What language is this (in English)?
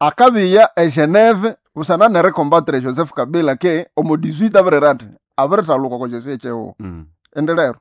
Nande